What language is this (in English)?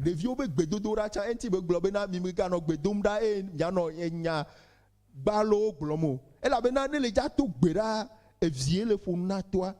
Ewe